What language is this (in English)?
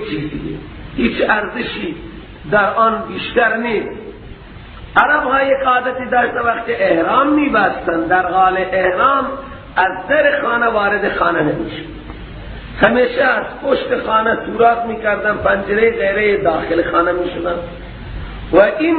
Persian